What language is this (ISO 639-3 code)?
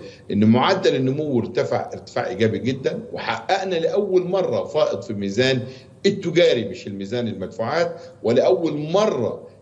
arz